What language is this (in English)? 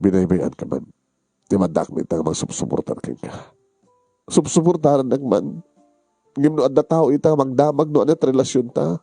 Iloko